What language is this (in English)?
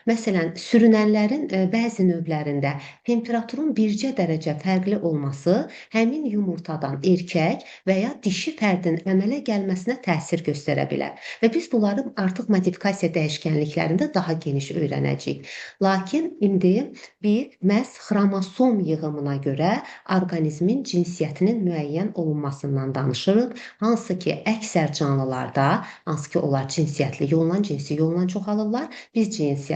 Azerbaijani